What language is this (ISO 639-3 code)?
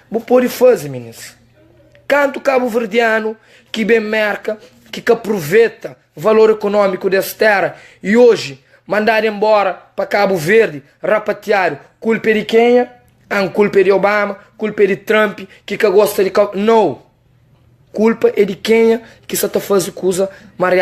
kea